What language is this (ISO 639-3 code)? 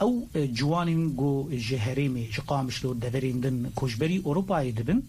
kur